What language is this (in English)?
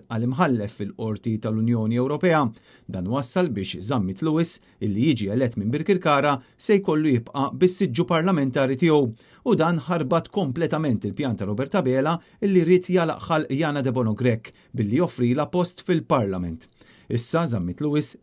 Maltese